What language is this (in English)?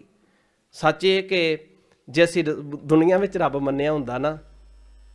Punjabi